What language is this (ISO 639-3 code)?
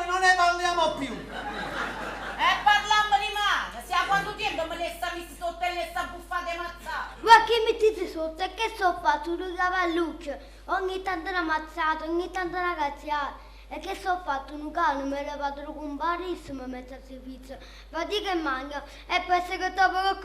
nap